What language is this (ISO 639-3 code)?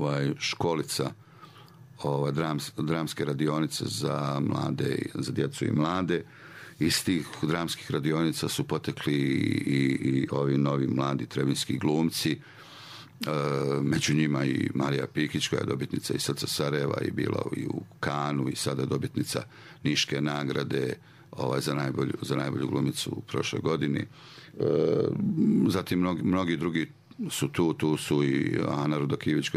srp